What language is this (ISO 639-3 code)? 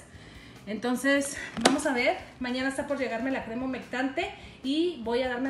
spa